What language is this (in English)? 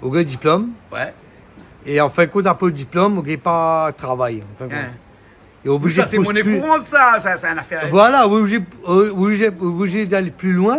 Réunion Creole French